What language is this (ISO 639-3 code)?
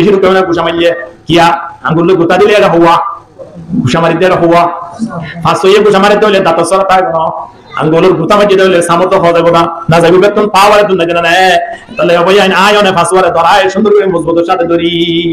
rhg